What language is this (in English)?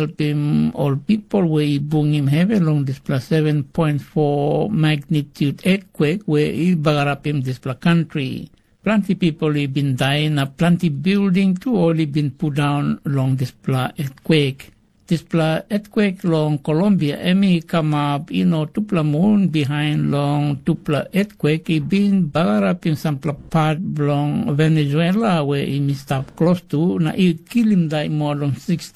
Tok Pisin